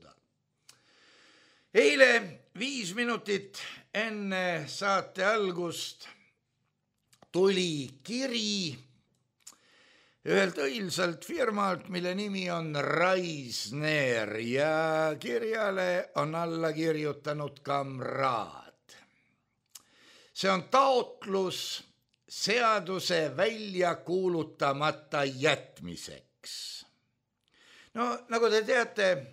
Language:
Estonian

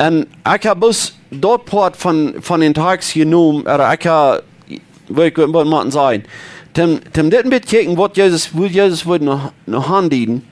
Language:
Plautdietsch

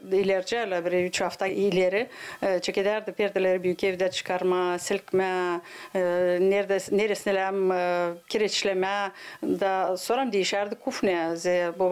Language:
Gagauz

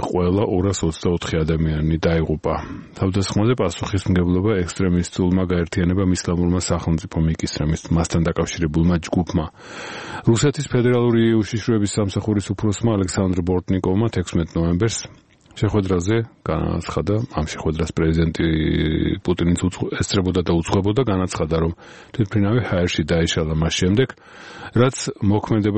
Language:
Georgian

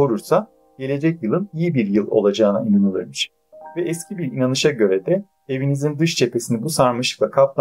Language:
Turkish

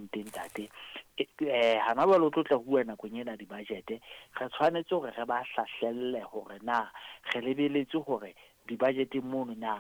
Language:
Southern Sotho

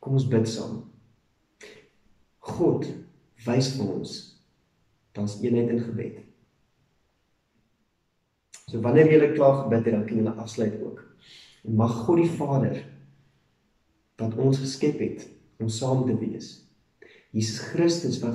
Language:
Afrikaans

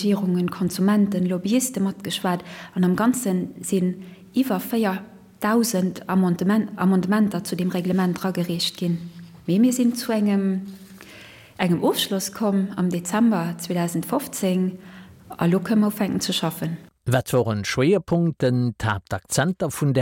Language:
Luxembourgish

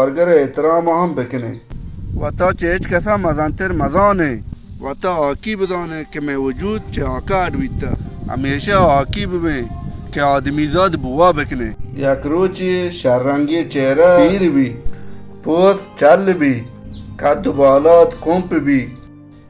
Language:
Baluchi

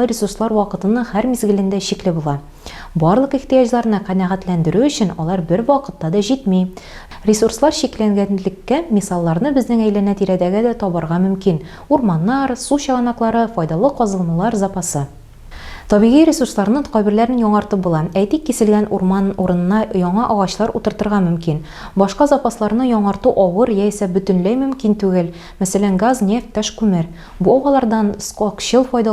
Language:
Tatar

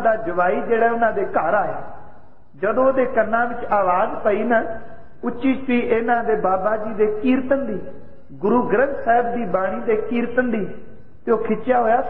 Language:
Punjabi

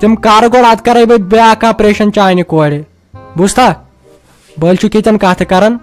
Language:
Kashmiri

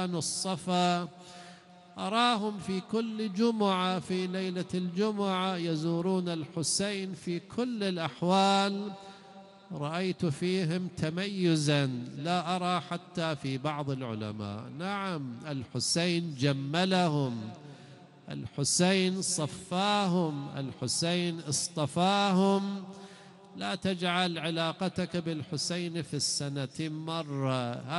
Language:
Arabic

